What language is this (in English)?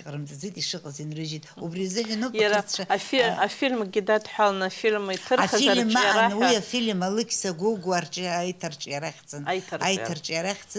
Abkhazian